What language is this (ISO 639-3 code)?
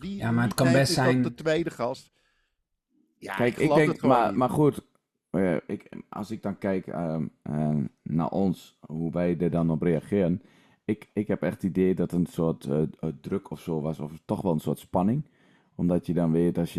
nld